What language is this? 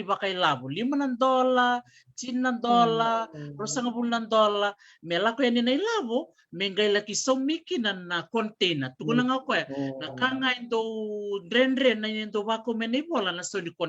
Fijian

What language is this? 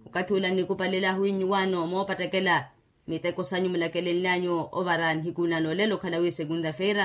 Makhuwa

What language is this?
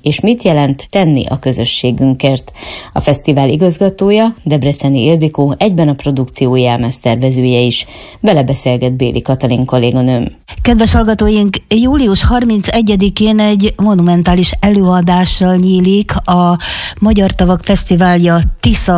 Hungarian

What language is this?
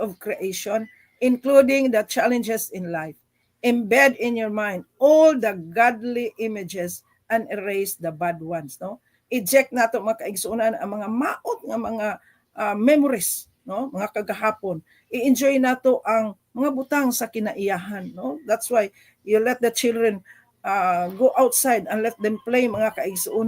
Cebuano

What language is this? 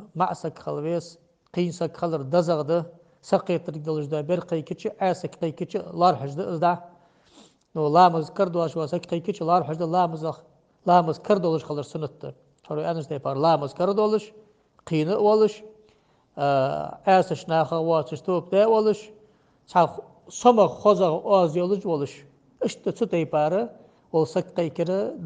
Ingush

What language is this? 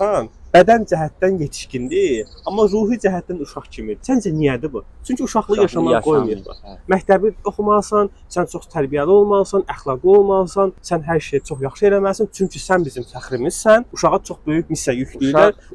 Azerbaijani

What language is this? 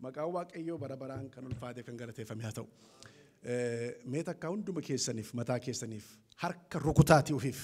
Oromo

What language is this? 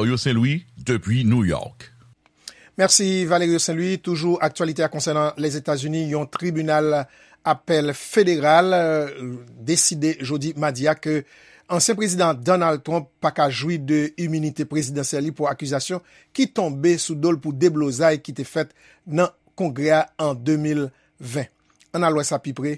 Haitian Creole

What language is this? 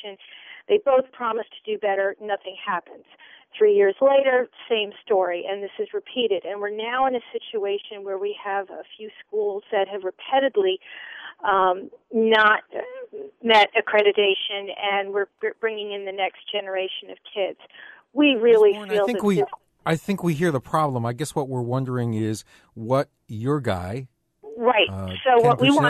English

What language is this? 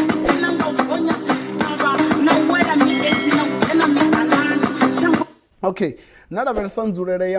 Venda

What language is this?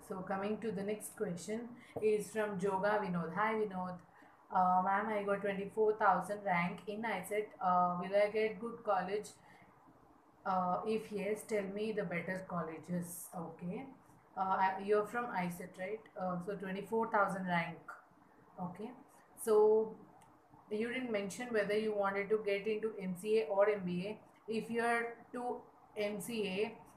English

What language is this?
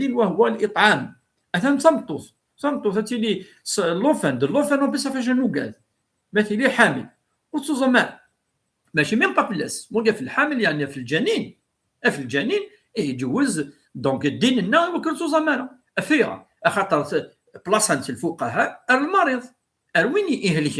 Kabyle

